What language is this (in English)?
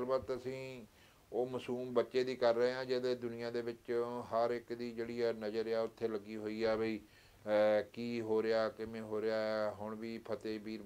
Punjabi